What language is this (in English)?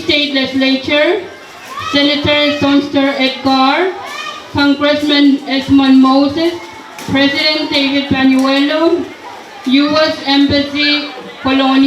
Pohnpeian